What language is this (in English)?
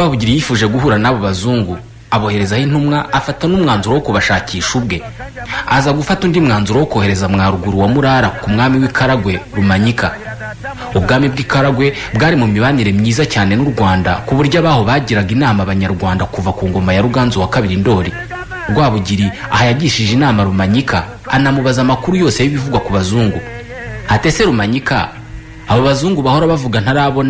Kinyarwanda